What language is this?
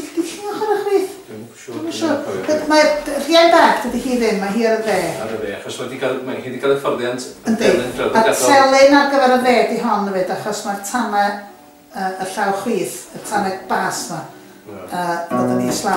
Welsh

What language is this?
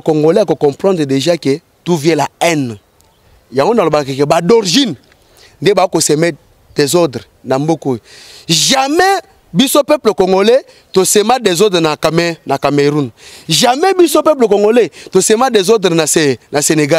Lingala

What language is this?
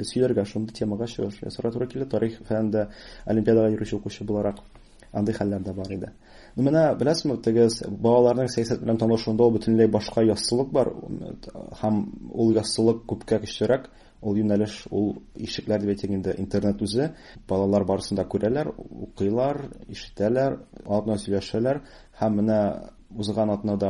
Tatar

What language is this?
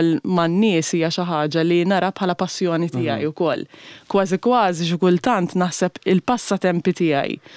Maltese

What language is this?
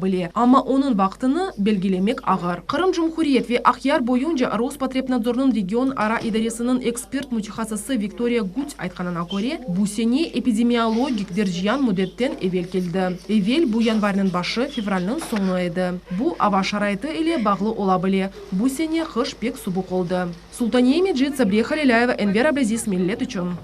Crimean Tatar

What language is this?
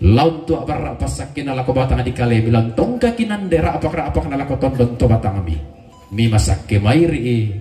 Toraja-Sa'dan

